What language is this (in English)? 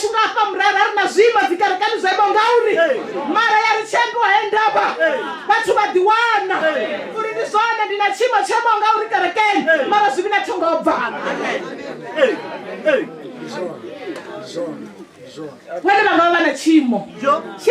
Venda